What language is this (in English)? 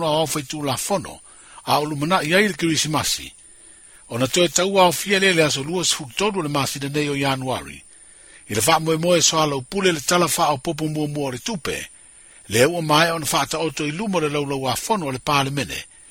Samoan